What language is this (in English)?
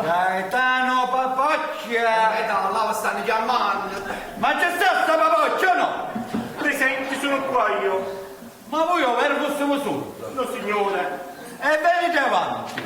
Neapolitan